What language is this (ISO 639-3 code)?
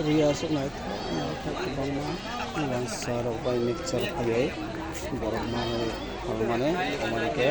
trp